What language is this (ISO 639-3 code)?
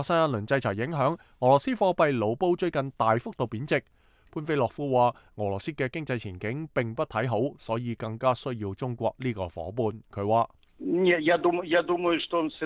yue